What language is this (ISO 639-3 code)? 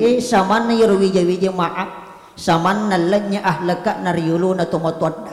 bug